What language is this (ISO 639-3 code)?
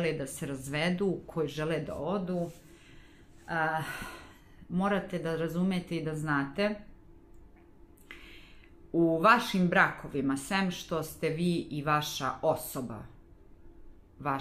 srp